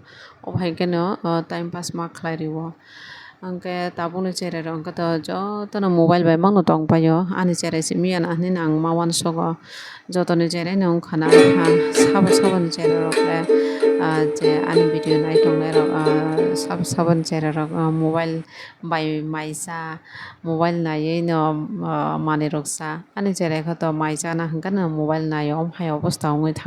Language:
Kok Borok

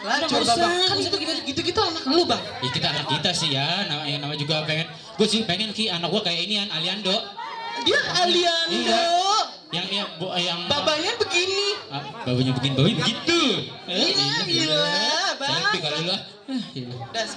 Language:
Betawi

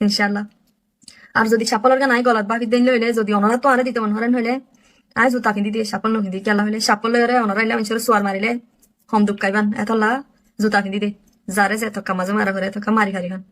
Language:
Rohingya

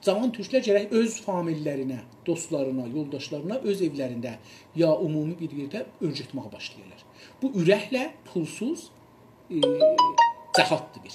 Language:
South Azerbaijani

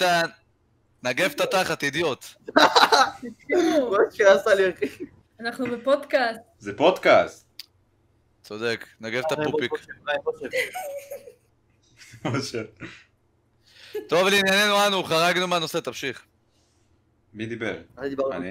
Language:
Hebrew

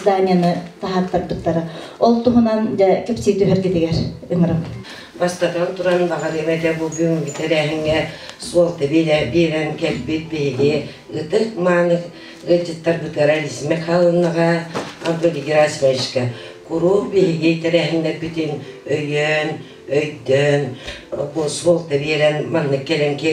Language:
Yakut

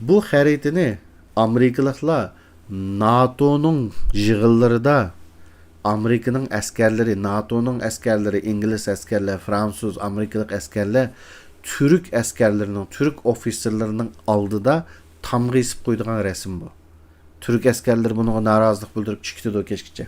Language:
Uyghur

